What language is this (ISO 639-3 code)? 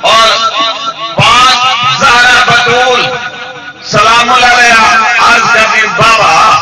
skr